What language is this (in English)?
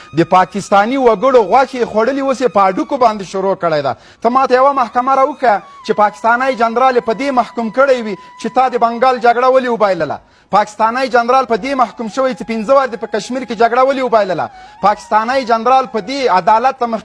Pashto